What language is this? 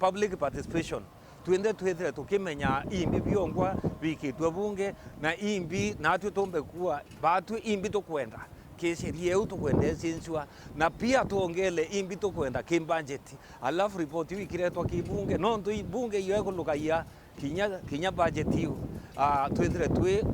Meru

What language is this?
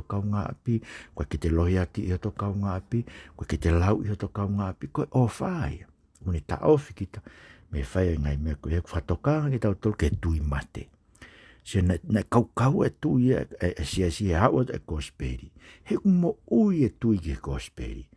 Tongan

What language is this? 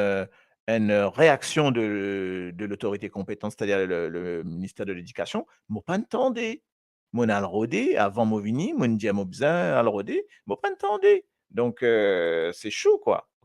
Morisyen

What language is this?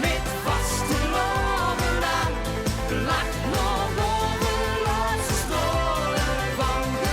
Limburgish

